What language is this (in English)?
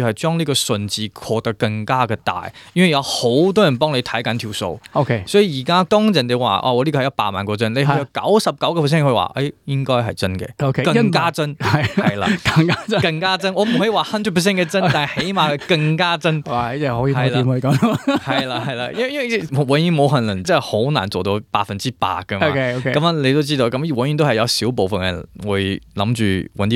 Cantonese